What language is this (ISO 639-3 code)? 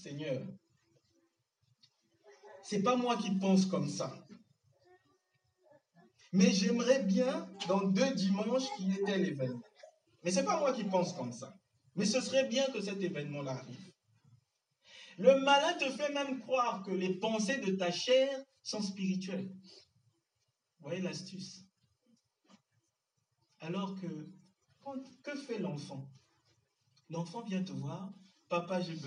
fra